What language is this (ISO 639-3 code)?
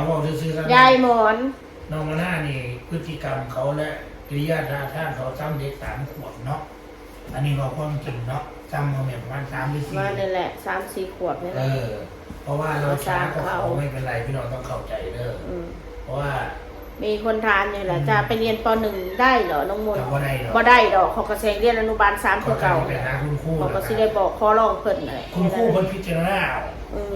tts